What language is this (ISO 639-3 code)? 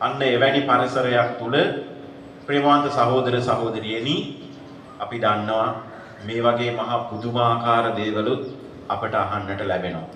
sin